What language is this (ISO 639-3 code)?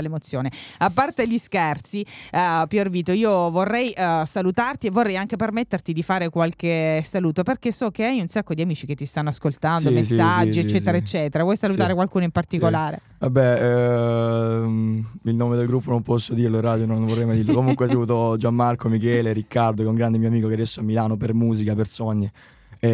ita